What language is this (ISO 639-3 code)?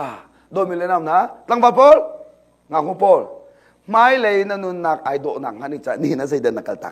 cnh